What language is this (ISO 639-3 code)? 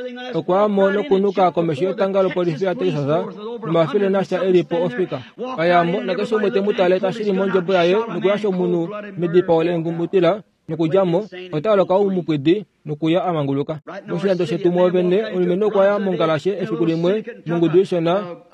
kua